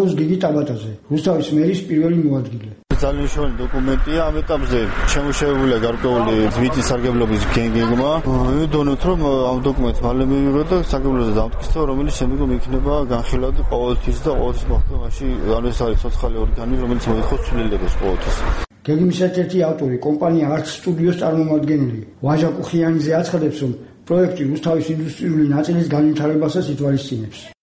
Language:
Georgian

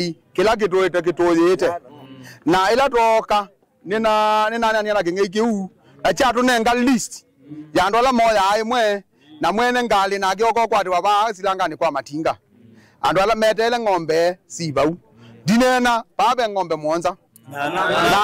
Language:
Kamba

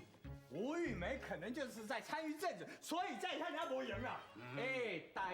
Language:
Min Nan Chinese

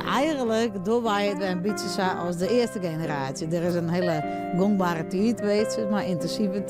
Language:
Western Frisian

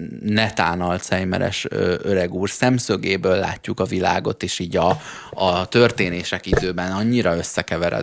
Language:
Hungarian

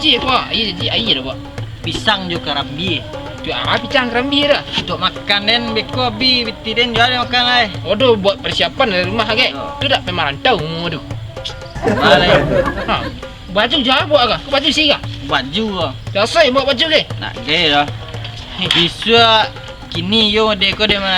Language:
Minangkabau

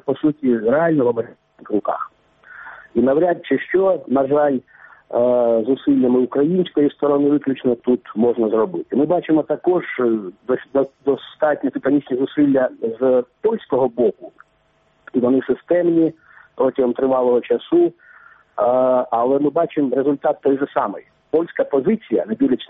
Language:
Ukrainian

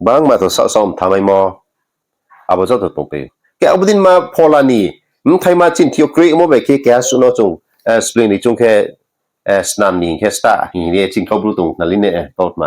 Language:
Riang (India)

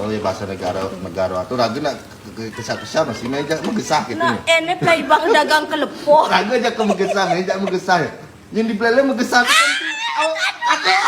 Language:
Balinese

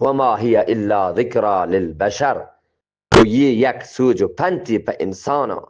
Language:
Eastern Balochi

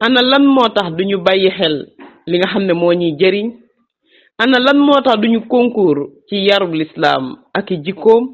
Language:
Wolof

